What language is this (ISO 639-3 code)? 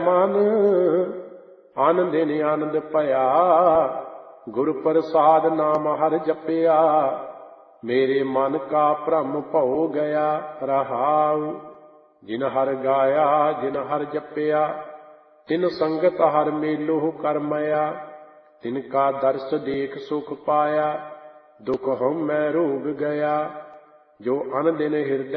pan